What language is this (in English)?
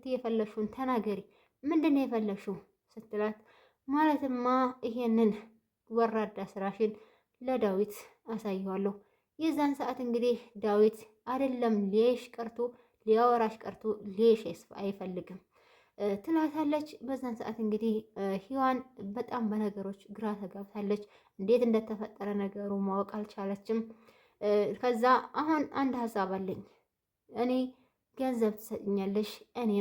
Amharic